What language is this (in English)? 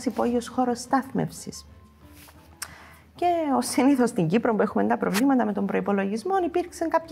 Greek